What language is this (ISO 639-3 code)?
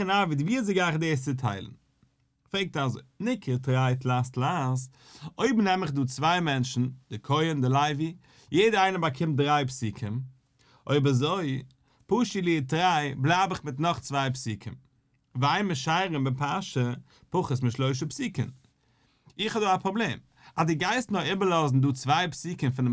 yid